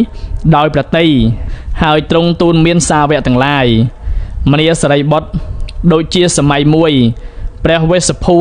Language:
Khmer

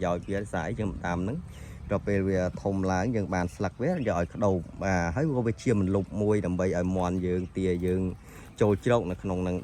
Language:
Khmer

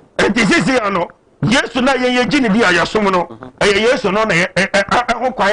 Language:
Akan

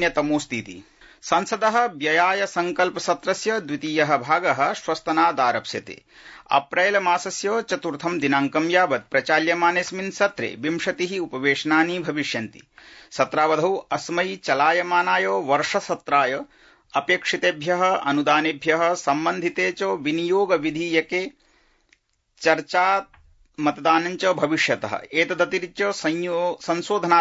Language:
Sanskrit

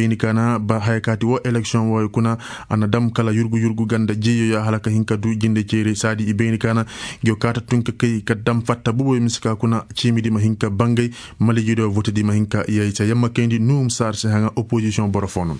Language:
Koyraboro Senni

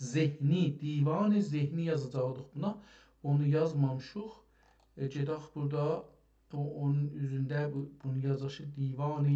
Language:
South Azerbaijani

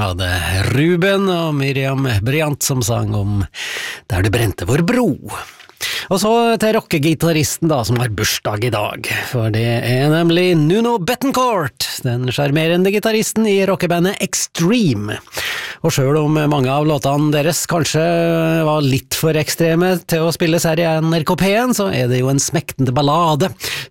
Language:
Norwegian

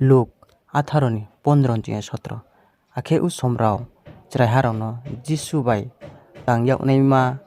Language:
Riang (India)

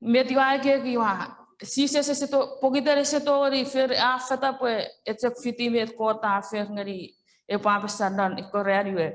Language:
Chuukese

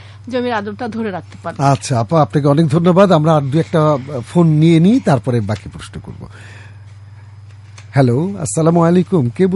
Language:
Bangla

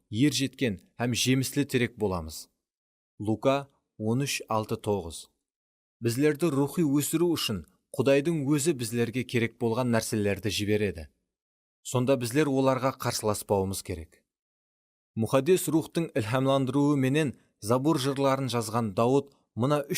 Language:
Kara-Kalpak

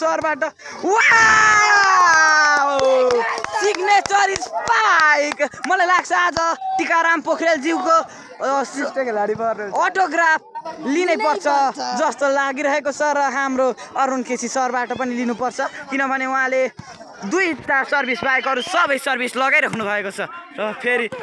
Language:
Nepali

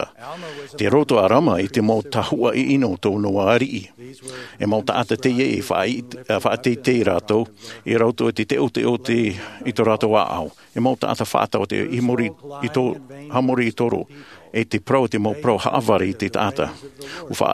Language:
Tahitian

